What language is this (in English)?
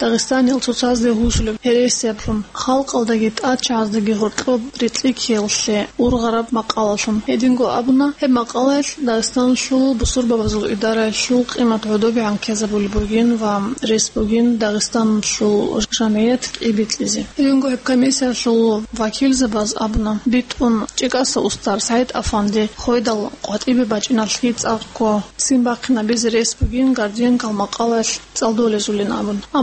Avaric